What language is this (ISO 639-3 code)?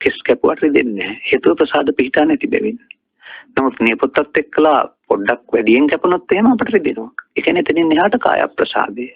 sin